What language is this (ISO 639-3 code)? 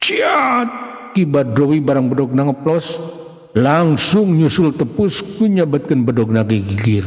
sun